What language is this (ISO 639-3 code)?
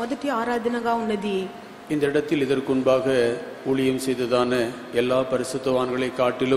tam